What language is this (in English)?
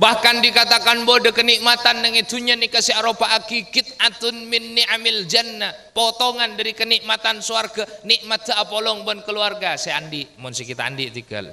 Madurese